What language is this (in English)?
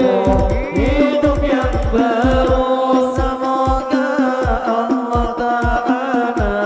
Banjar